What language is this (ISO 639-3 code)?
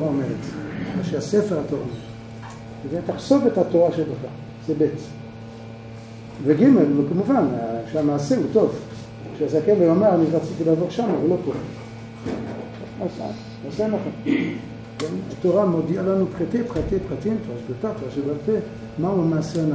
heb